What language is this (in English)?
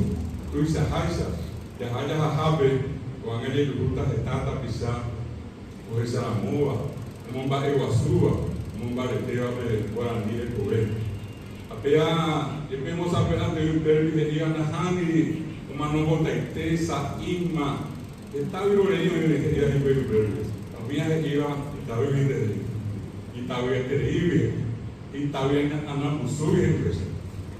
Guarani